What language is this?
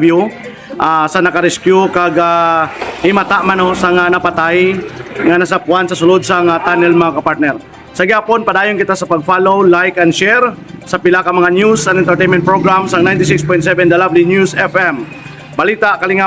Hiligaynon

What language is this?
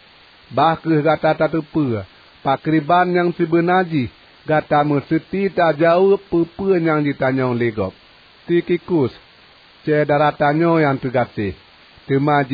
Achinese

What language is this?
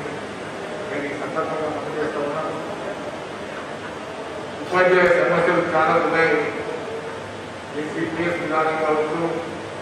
Telugu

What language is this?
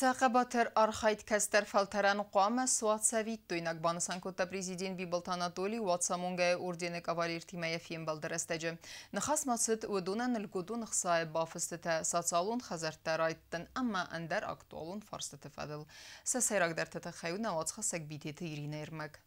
Ossetic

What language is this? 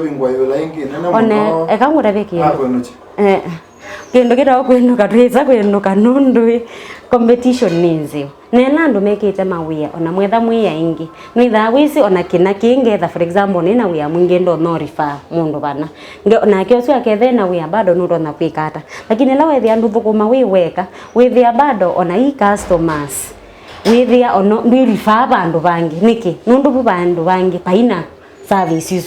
Kamba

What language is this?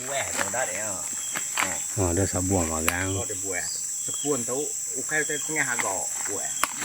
Iban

